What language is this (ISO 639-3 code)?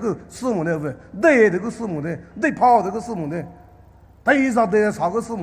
pmx